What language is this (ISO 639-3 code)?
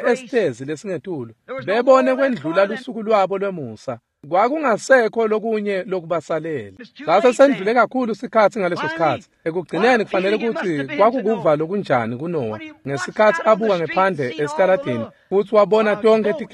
ssw